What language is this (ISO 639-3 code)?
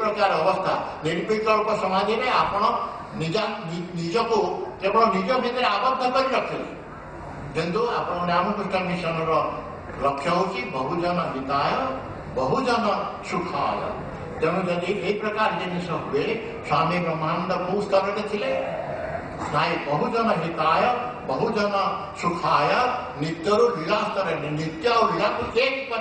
ori